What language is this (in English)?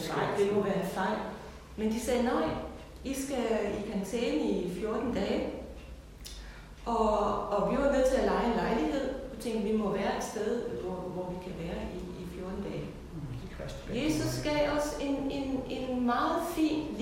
Danish